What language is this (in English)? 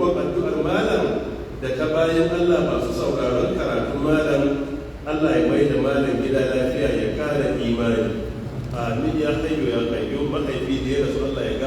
Hausa